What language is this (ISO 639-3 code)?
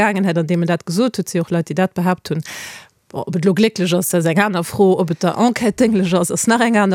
ltz